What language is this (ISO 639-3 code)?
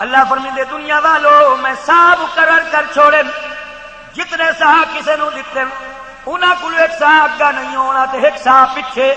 skr